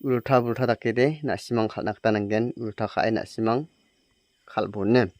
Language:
Garo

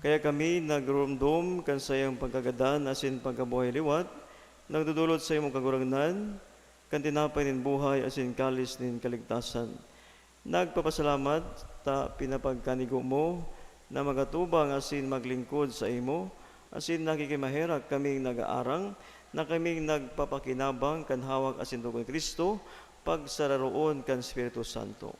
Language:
Bikol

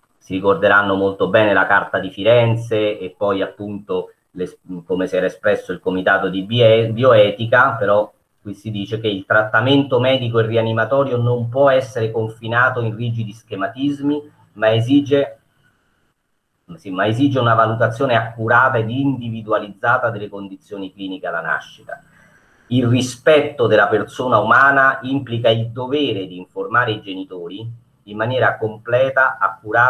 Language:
Italian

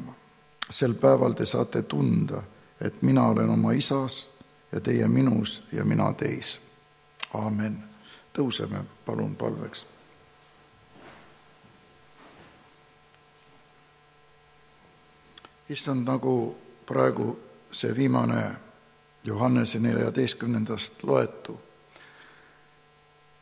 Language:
Estonian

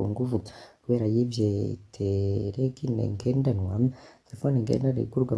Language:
Rundi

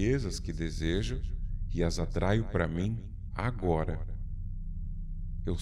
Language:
Portuguese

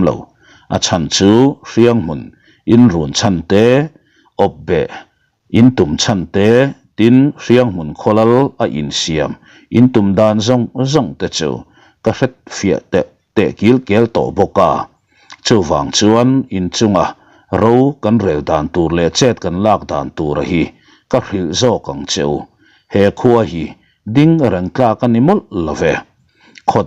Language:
Mizo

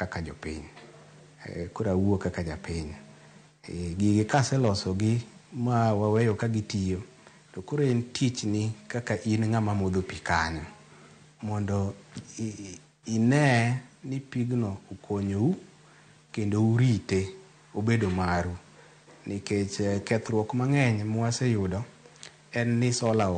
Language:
Luo (Kenya and Tanzania)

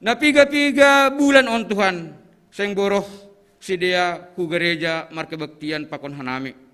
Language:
Batak Simalungun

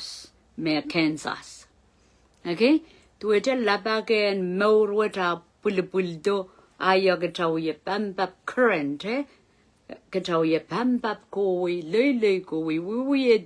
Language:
Pohnpeian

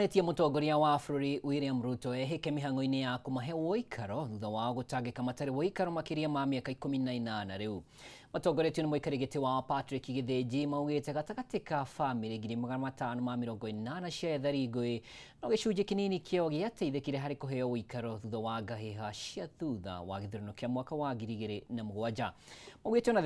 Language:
Kikuyu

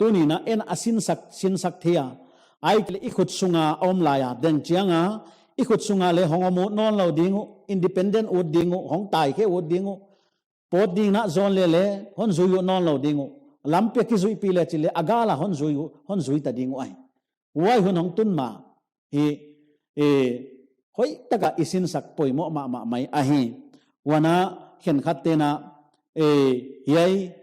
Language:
Paite Chin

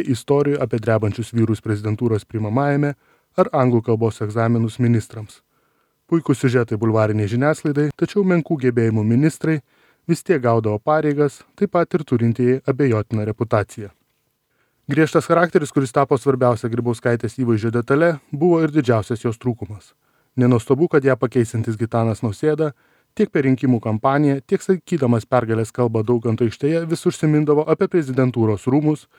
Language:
Lithuanian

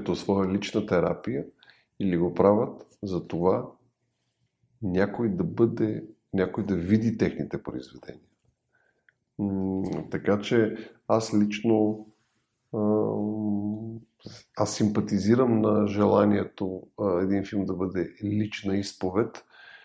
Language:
Bulgarian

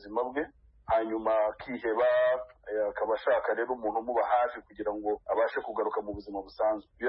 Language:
Kinyarwanda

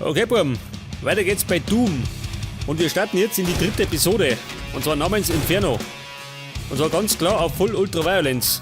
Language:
Bavarian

